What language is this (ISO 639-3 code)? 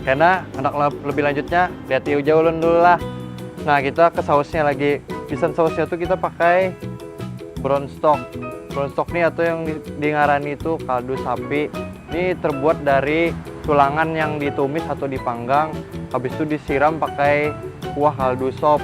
bjn